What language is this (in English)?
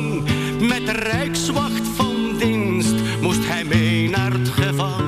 Dutch